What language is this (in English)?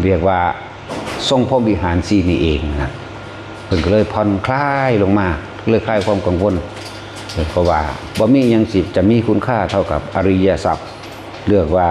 Lao